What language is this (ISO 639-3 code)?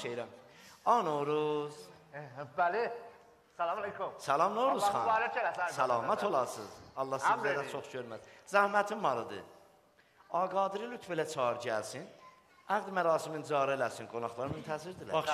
azb